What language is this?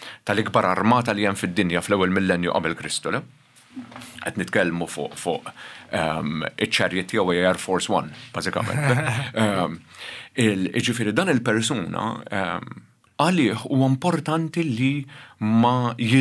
Maltese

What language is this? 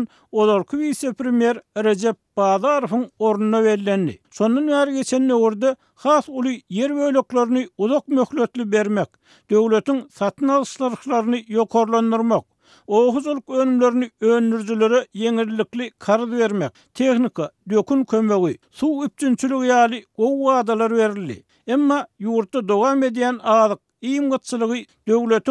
Turkmen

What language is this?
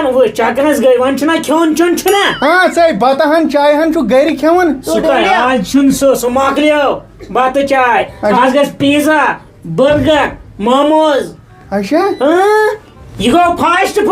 Kashmiri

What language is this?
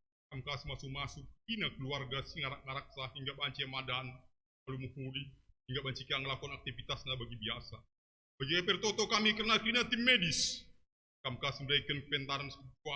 Batak Karo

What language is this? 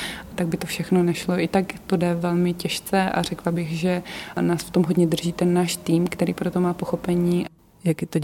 Czech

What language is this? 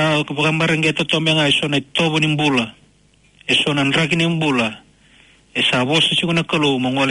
Fijian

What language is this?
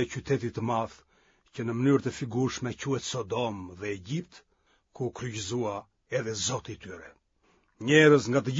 Albanian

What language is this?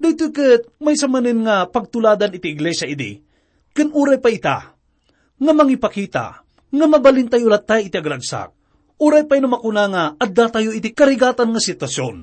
Iloko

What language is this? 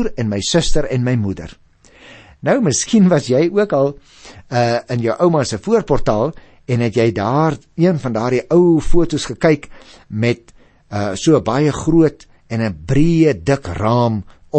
Afrikaans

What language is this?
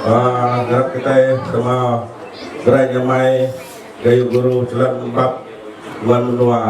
Iban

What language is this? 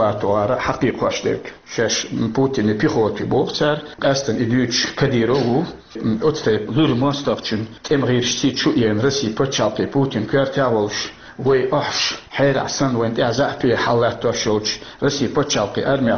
Chechen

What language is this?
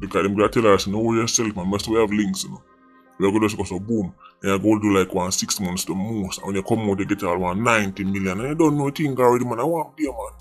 Jamaican Creole English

